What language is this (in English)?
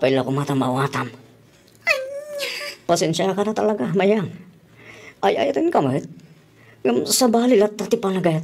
Iloko